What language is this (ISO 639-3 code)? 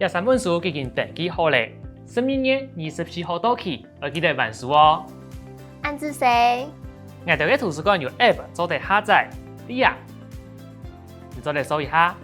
hak